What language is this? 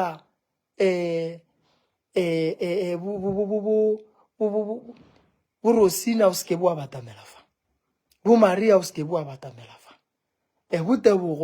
Northern Sotho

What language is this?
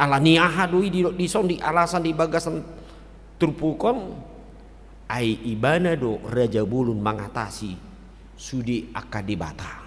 Batak Toba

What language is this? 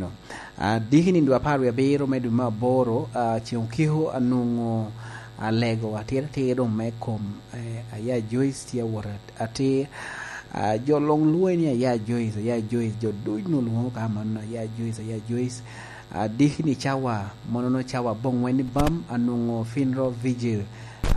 Lango (Uganda)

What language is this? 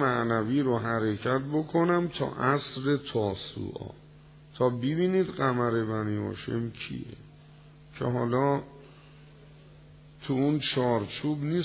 Persian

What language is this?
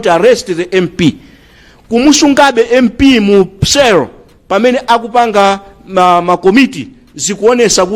Nyanja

